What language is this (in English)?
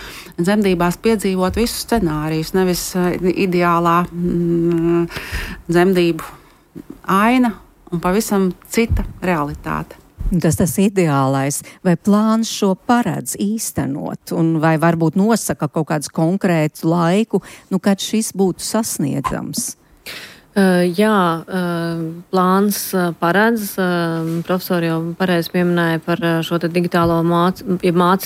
Latvian